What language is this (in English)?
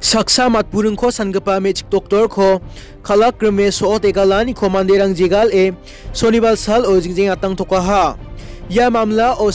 Garo